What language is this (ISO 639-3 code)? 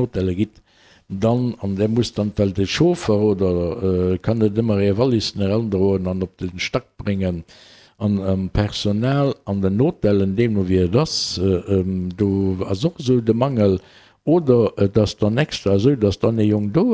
ltz